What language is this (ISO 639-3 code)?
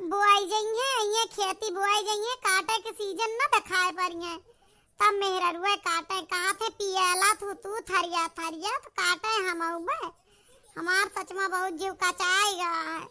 awa